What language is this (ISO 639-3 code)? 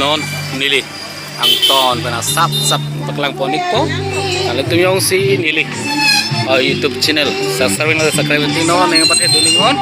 mjw